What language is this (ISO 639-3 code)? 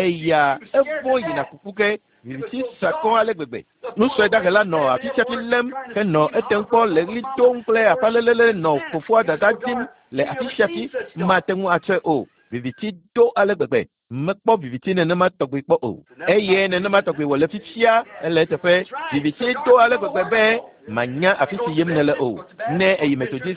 ewe